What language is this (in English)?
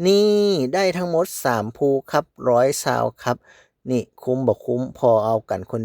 Northeastern Thai